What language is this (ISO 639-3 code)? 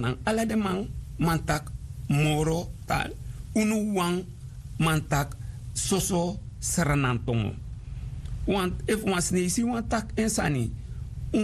srn